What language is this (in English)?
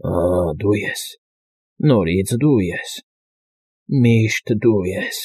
Armenian